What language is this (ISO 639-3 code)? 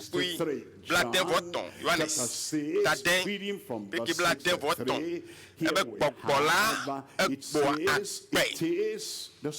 ewe